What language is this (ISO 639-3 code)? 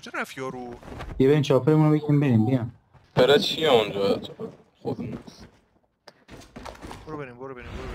fas